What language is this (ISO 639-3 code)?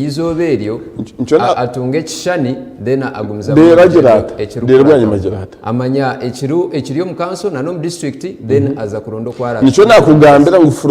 nyn